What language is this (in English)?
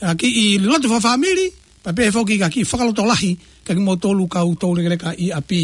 Tongan